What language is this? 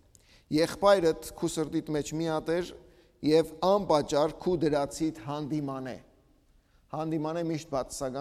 Western Armenian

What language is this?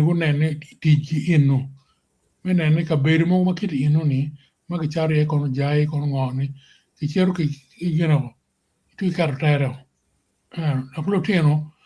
Acoli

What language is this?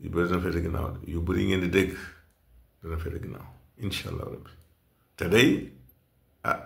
Wolof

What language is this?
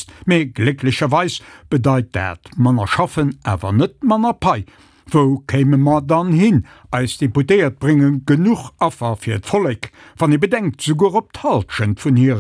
Luxembourgish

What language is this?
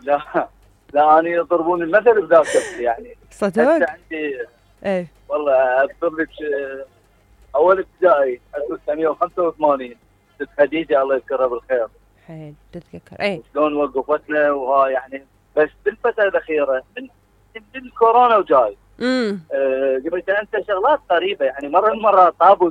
Mesopotamian Arabic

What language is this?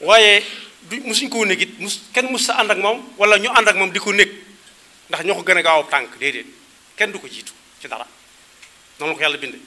Wolof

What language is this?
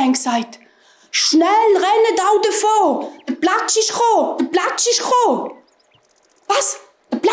Swiss German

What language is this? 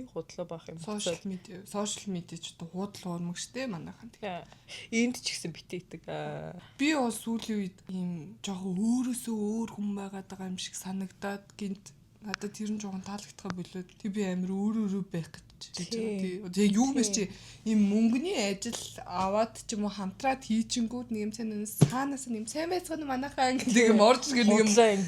Mongolian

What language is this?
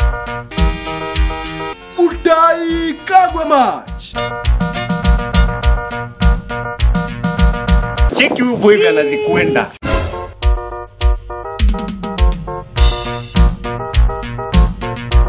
Swahili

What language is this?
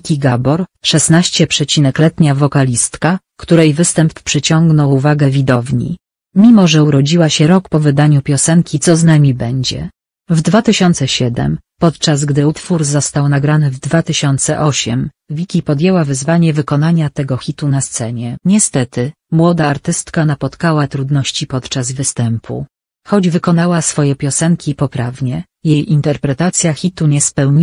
Polish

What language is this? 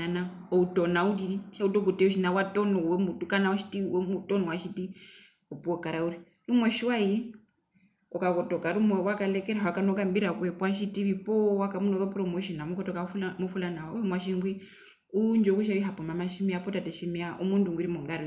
Herero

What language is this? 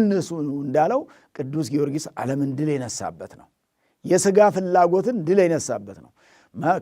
Amharic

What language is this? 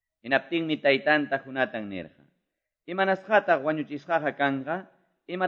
Quechua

